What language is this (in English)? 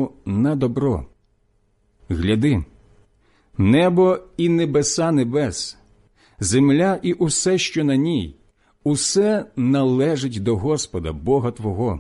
Ukrainian